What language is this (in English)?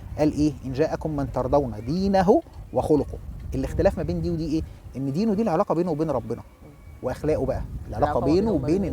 Egyptian Arabic